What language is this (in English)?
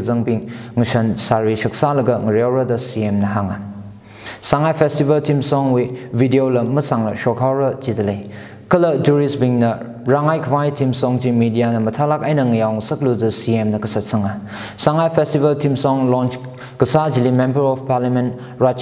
Tangkhul Naga (India)